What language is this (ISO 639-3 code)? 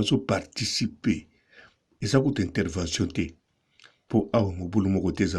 lin